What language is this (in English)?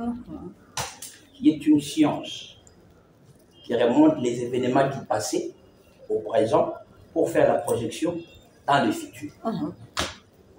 French